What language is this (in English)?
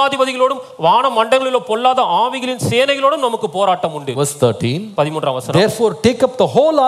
Tamil